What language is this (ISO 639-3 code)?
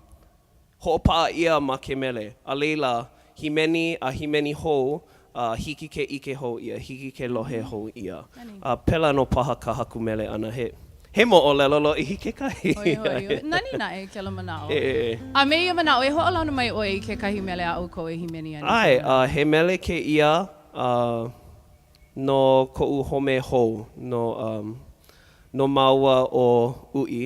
haw